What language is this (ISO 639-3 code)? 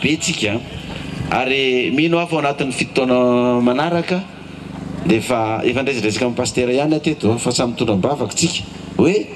mlg